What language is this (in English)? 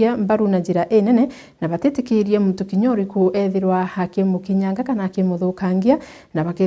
Meru